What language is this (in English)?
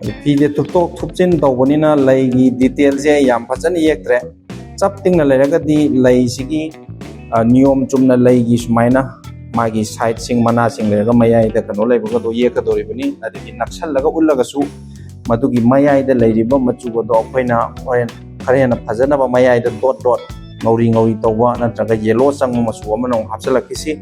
Manipuri